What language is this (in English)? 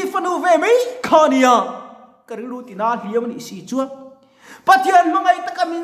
Mizo